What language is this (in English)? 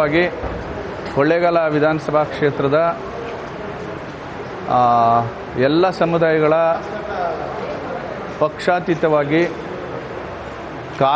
Kannada